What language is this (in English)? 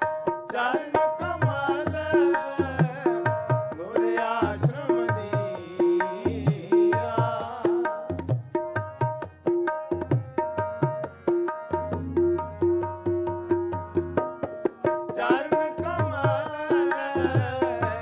Punjabi